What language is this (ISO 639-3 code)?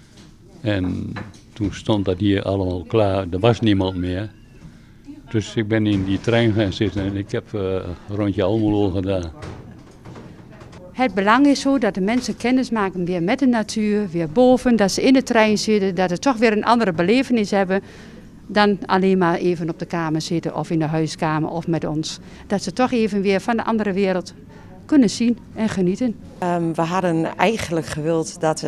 nld